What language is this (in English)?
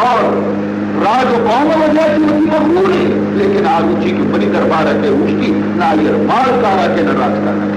Baluchi